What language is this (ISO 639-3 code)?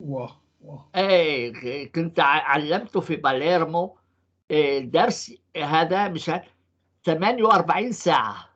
apc